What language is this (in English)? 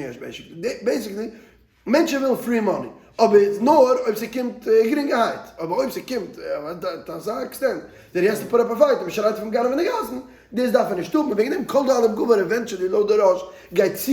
Yiddish